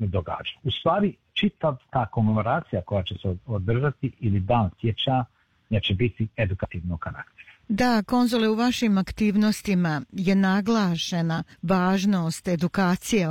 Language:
Bosnian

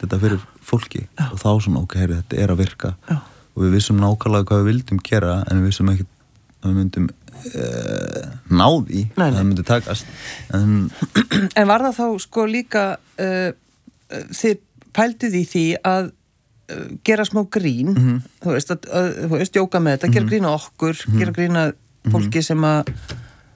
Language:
Icelandic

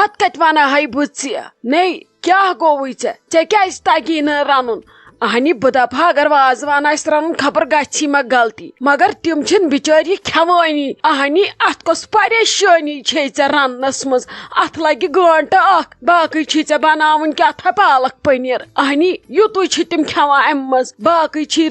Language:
Kashmiri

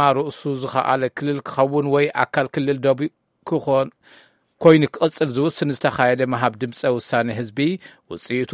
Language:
Tigrinya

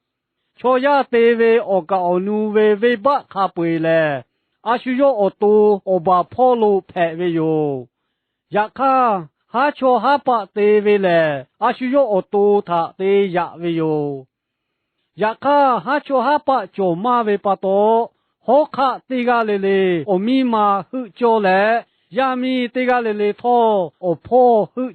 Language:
Lahu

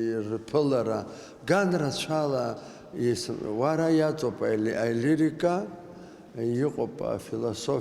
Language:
Abkhazian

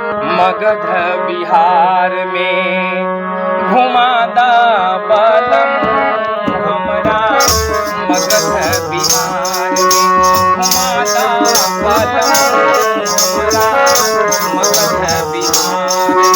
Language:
Magahi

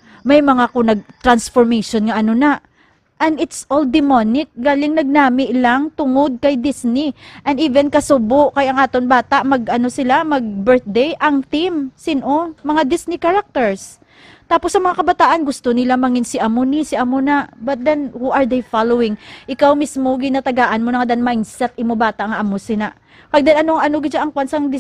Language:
Hiligaynon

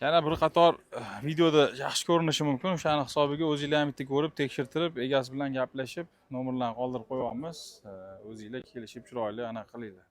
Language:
Uzbek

